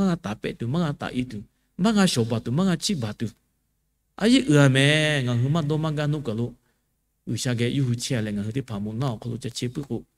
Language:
Lahu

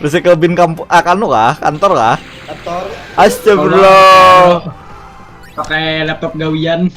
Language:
Banjar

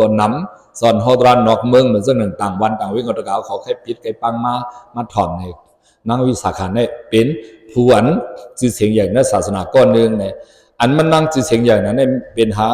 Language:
Shan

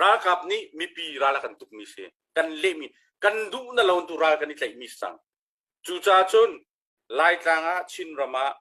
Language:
Hakha Chin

